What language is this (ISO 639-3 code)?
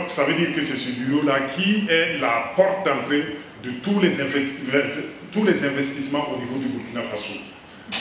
fra